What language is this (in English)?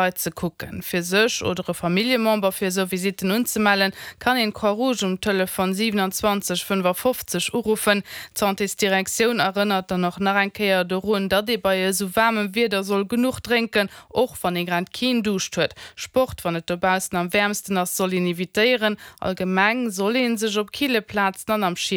Luxembourgish